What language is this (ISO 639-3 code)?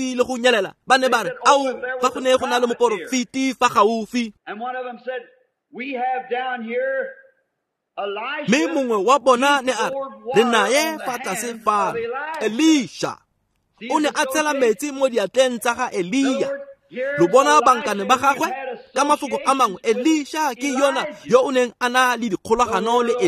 tsn